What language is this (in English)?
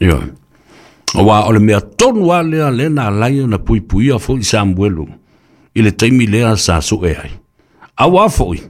Samoan